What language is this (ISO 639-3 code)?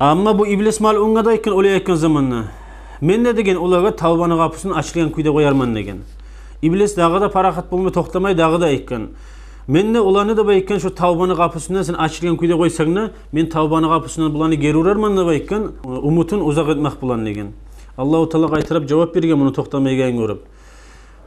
kum